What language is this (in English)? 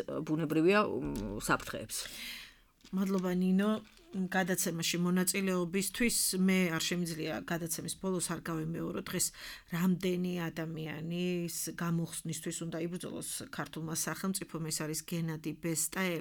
Georgian